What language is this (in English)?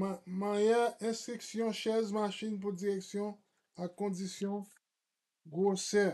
Haitian Creole